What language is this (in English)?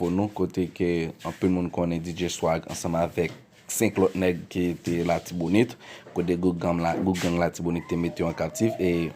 Haitian Creole